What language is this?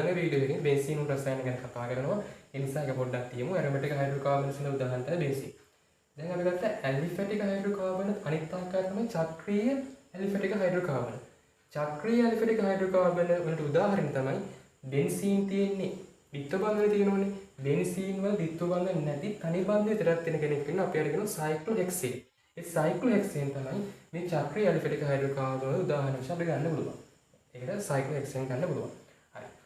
Sinhala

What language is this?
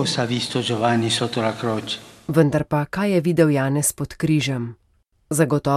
Slovenian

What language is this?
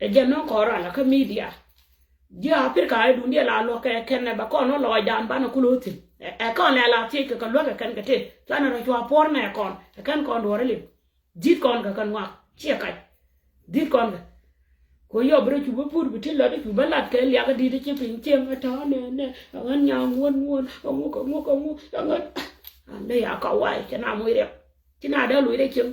Nuer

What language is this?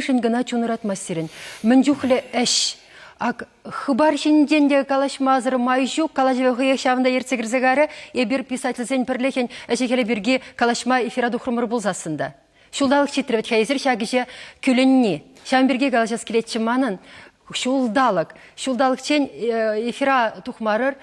Chuvash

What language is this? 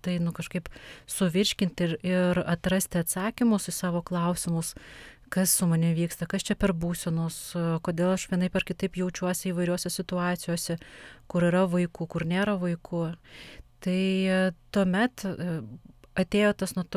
Lithuanian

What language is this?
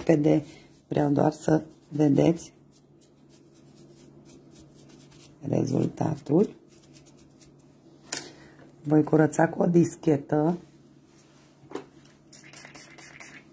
Romanian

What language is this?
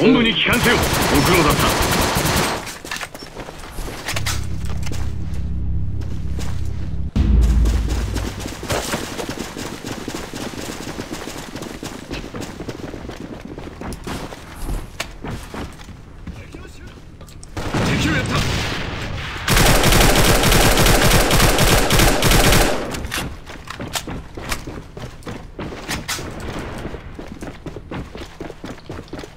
Japanese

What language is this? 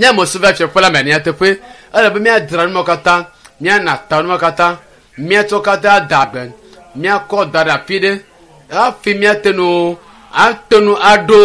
Ewe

